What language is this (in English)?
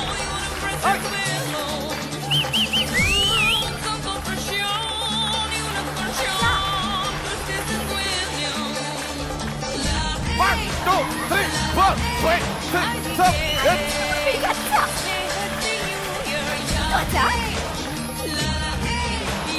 Malayalam